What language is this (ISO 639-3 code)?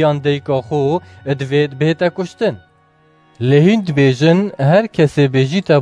kur